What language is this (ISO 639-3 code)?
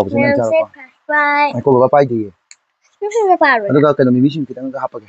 mni